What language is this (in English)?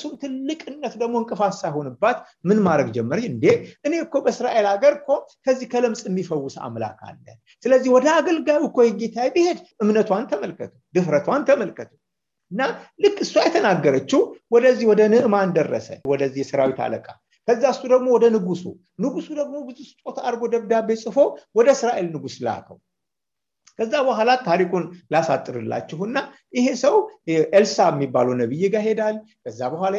Amharic